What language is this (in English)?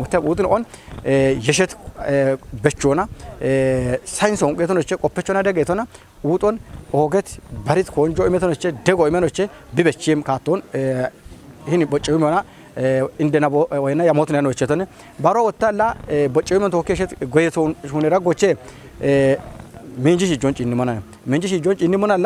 Kafa